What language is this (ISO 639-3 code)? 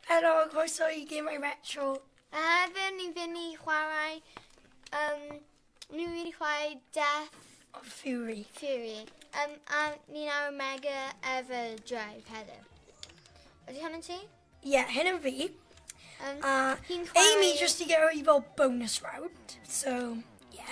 cym